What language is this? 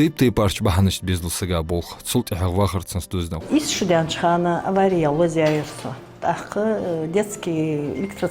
Ingush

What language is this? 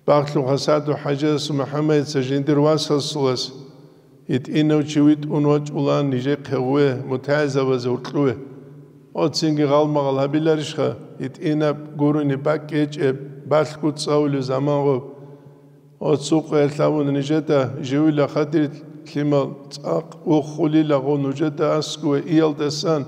Avaric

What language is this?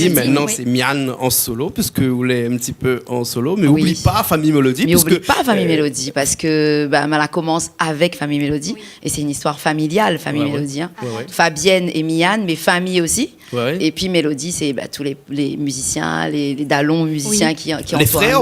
Réunion Creole French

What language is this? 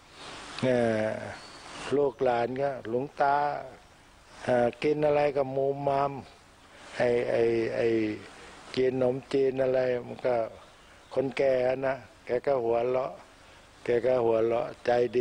Thai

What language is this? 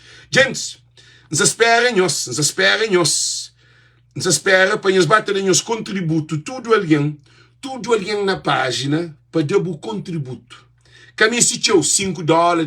Kabuverdianu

